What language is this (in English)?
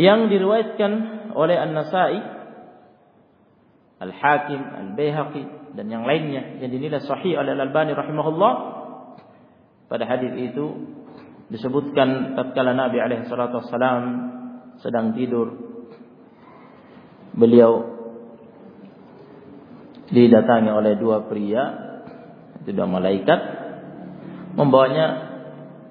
Indonesian